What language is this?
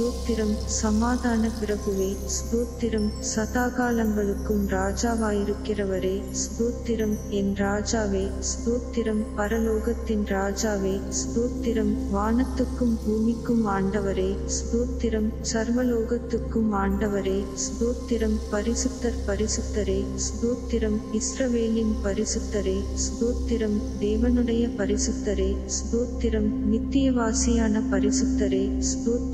Tamil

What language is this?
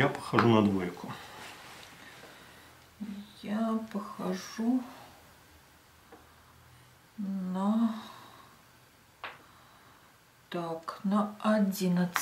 Russian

